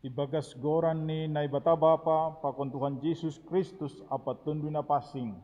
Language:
Batak Simalungun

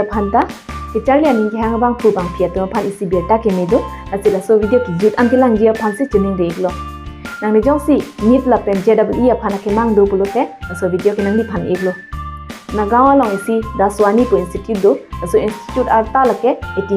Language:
Karbi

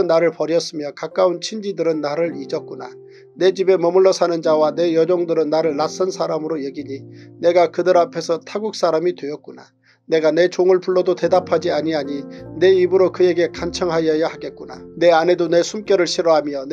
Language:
Korean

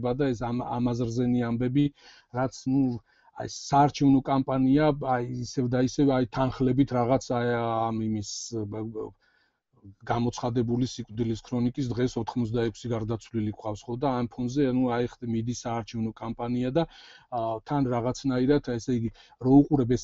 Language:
Georgian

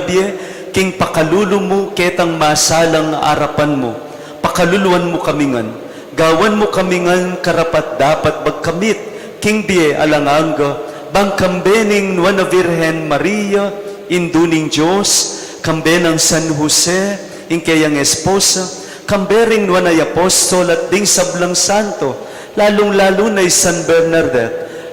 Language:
Pampanga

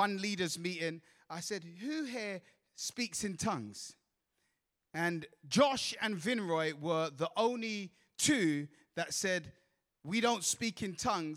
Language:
English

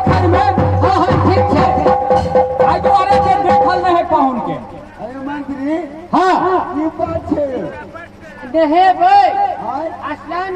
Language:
Maithili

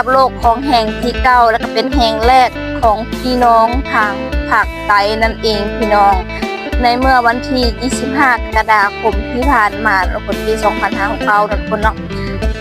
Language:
Lao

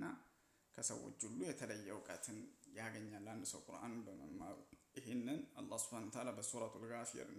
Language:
Amharic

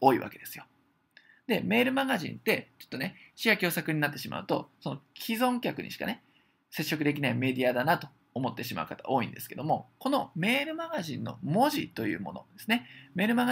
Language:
Japanese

